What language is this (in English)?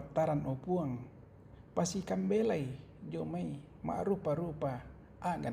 Toraja-Sa'dan